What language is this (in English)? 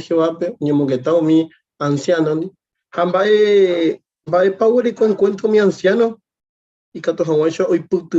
Guarani